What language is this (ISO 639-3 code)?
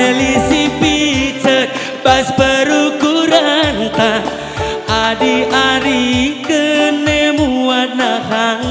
btx